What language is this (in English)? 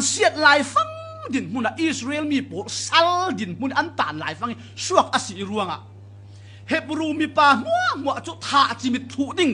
Falam Chin